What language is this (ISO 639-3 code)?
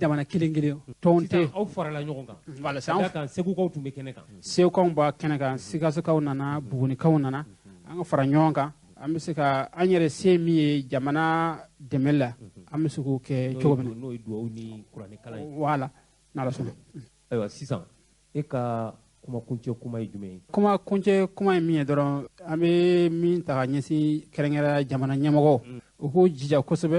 bam